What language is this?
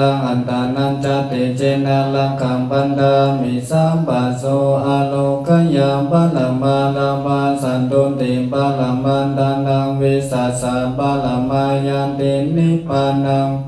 Pali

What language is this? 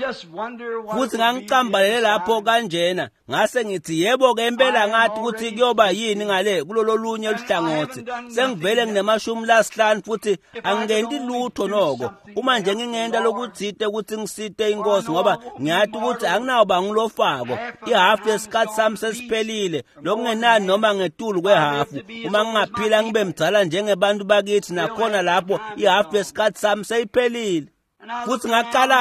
Swati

